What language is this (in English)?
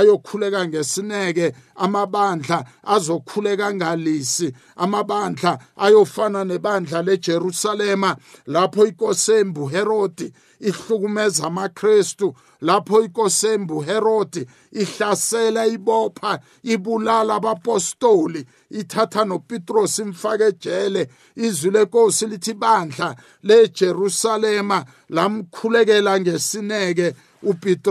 South Ndebele